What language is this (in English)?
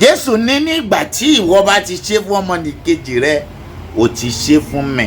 Yoruba